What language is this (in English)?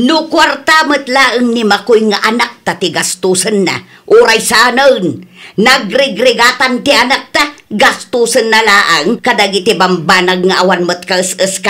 Iloko